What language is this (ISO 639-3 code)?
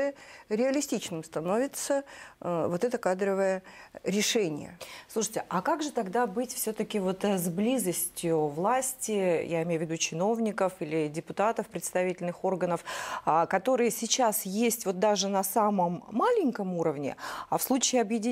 rus